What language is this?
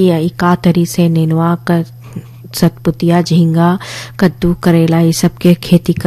Bhojpuri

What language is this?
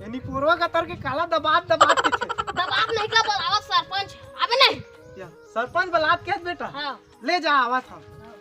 Chhattisgarhi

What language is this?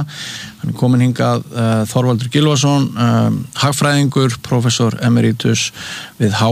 Icelandic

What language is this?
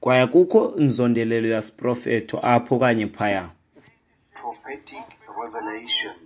Xhosa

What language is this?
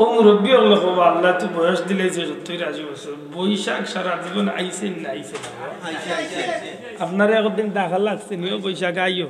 Sylheti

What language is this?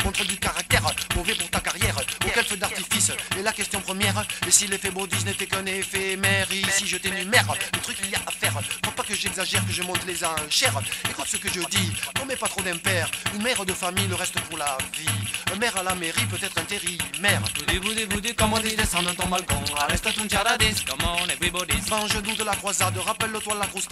French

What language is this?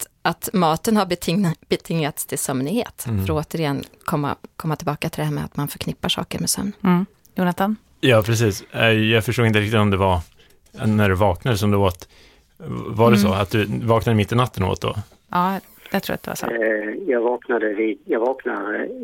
Swedish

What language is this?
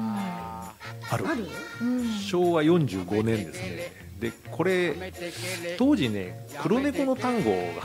Japanese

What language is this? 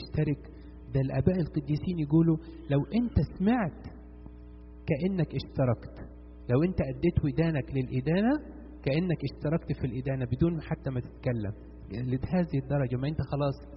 Egyptian Arabic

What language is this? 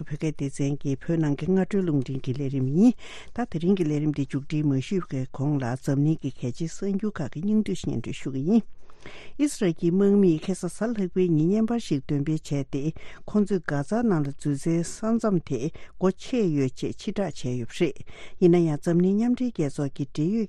Tibetan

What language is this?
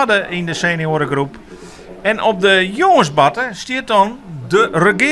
Western Frisian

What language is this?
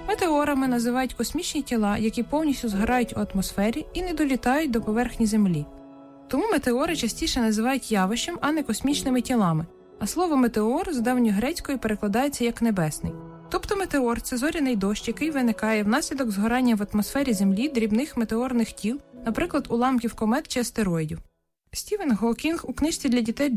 Ukrainian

